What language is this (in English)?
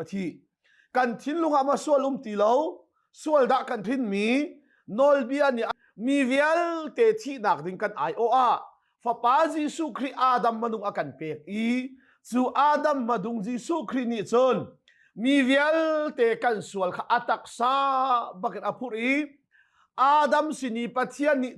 Hakha Chin